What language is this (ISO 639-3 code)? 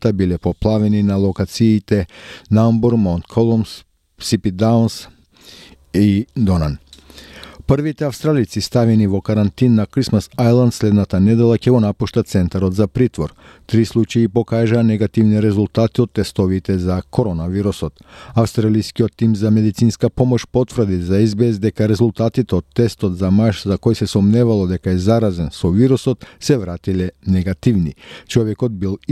mkd